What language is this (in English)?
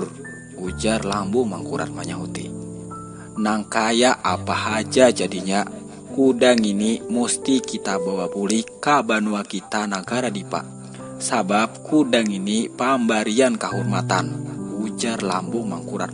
Banjar